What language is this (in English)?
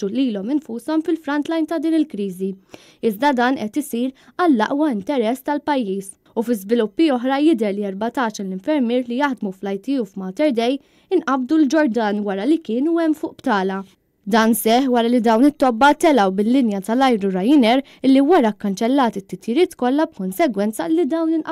Maltese